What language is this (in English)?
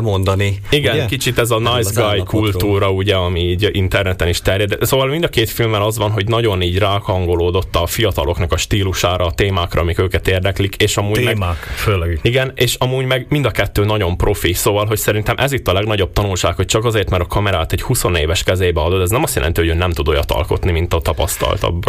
Hungarian